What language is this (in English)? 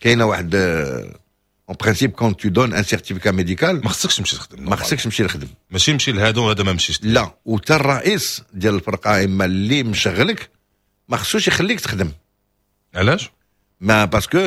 Moroccan Arabic